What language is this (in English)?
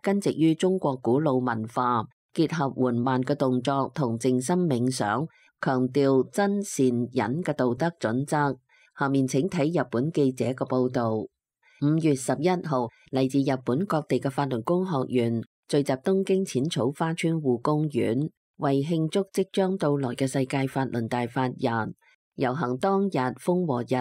Cantonese